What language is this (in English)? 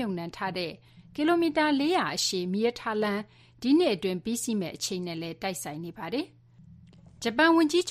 Burmese